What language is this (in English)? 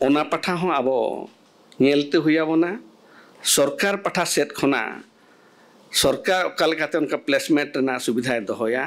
Santali